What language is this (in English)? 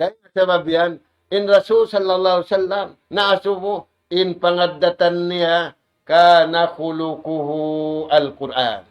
Tausug